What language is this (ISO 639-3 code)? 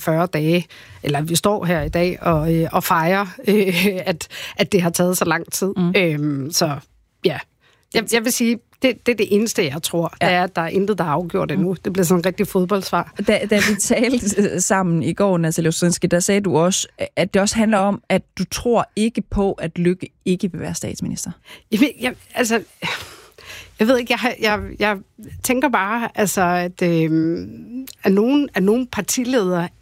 dan